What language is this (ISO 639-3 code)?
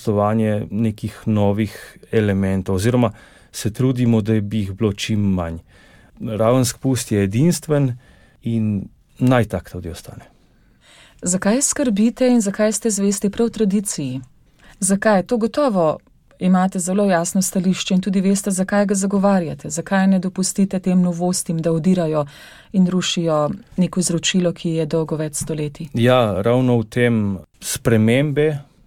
slv